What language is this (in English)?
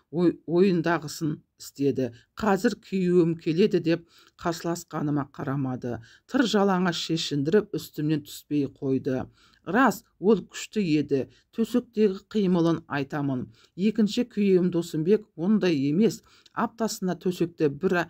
Kazakh